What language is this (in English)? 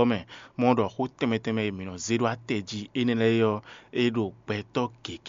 Fon